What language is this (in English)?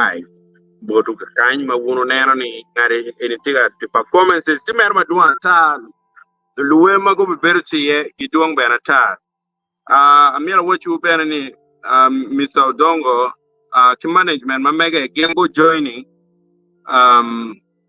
Acoli